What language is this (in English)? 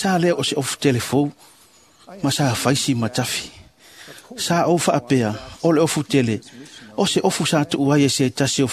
Samoan